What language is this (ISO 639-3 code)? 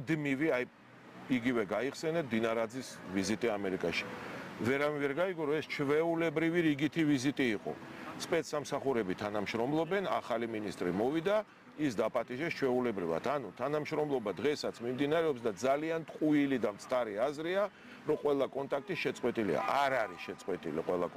kat